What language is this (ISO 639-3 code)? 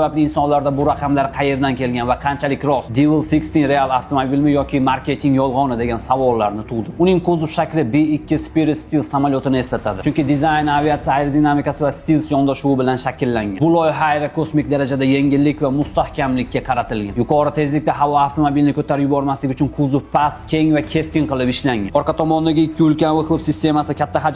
uzb